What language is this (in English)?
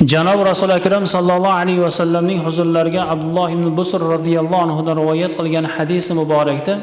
Uzbek